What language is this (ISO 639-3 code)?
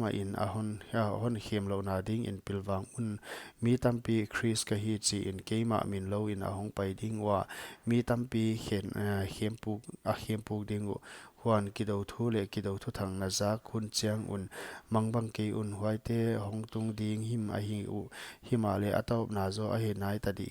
pck